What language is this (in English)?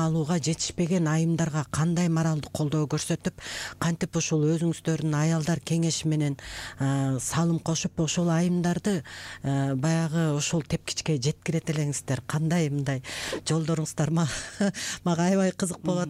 Kyrgyz